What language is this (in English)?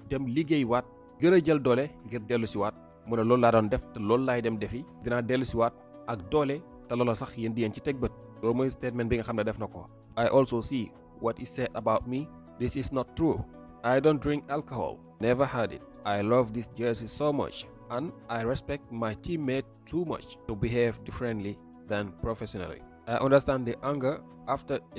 Wolof